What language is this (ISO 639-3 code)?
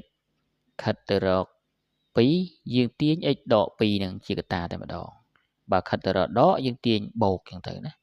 khm